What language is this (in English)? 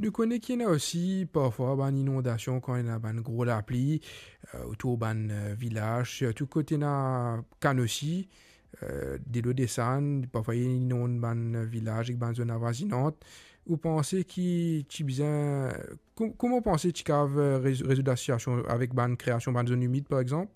Morisyen